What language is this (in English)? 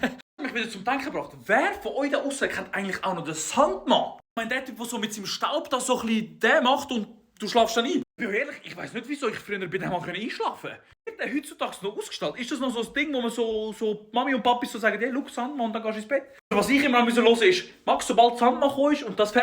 Swiss German